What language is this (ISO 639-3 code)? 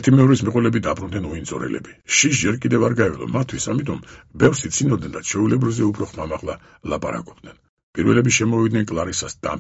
kat